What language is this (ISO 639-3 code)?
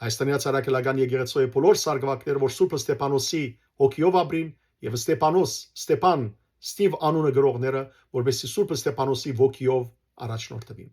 hyw